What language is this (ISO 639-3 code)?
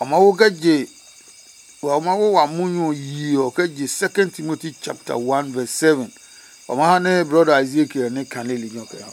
ada